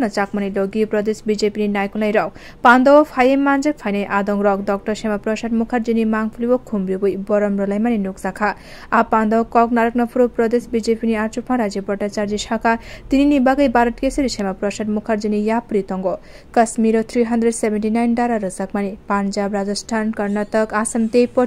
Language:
Kok Borok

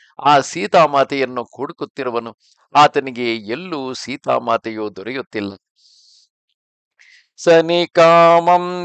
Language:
Kannada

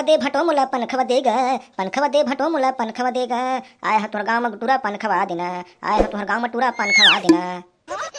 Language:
Chhattisgarhi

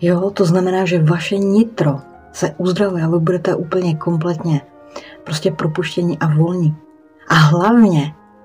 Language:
Czech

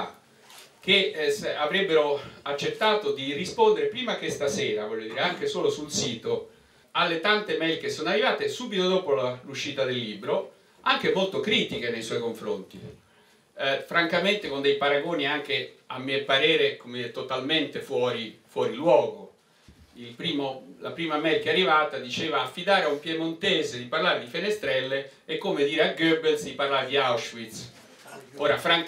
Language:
Italian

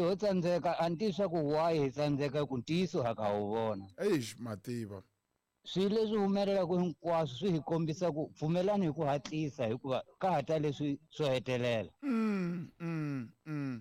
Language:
Tsonga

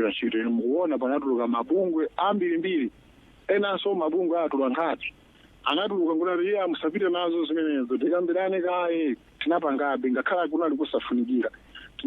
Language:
Nyanja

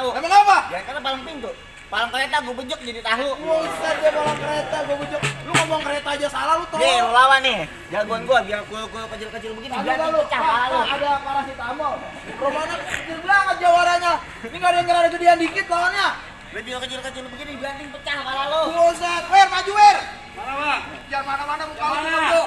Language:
Betawi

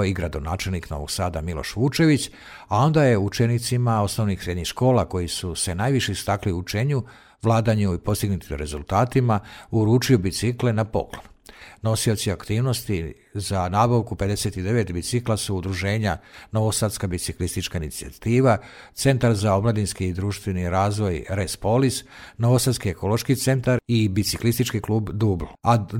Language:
Serbian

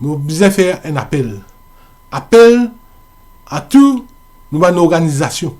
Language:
Morisyen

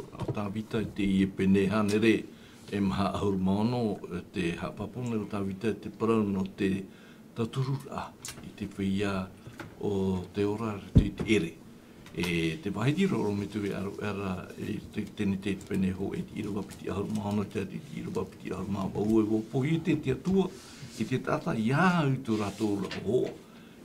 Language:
Tahitian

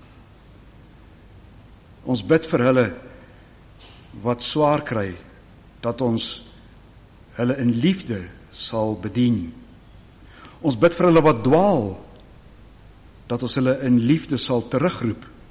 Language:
Afrikaans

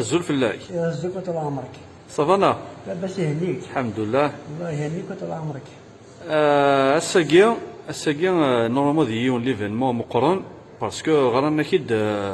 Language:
Kabyle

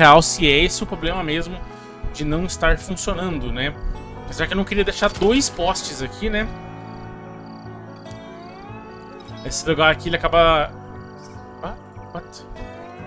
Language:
Portuguese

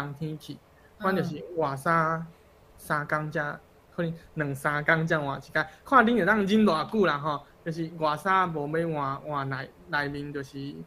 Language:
Min Nan Chinese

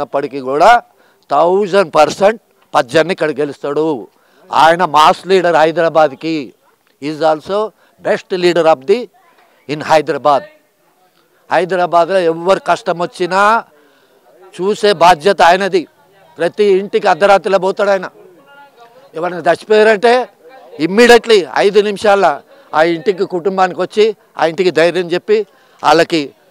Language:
Telugu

